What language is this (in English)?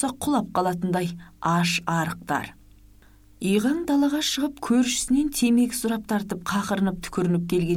Kazakh